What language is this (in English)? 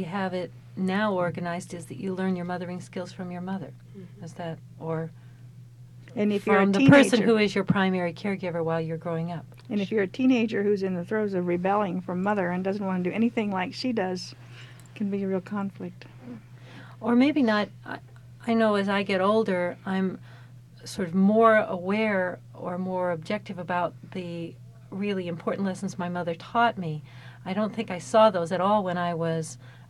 English